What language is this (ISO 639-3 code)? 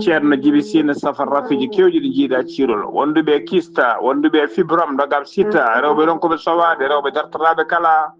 ful